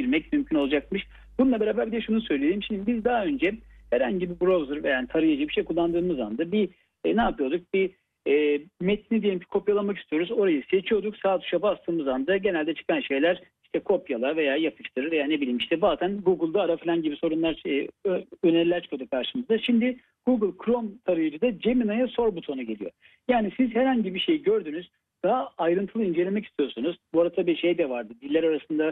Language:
Turkish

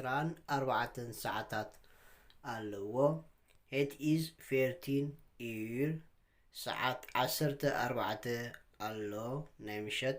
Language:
Tigrinya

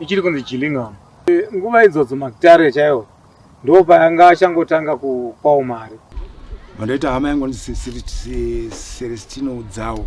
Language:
Shona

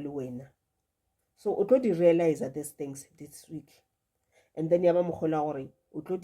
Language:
Northern Sotho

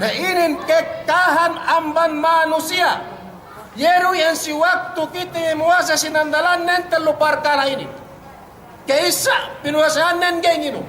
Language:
Yakan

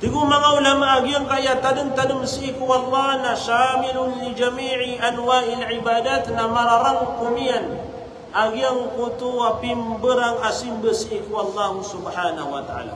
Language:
Maranao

